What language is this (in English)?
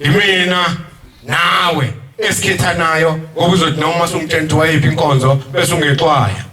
Zulu